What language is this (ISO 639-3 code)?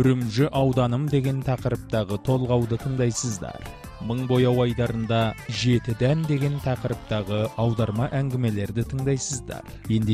kaz